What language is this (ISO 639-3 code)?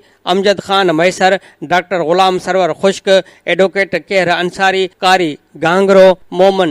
snd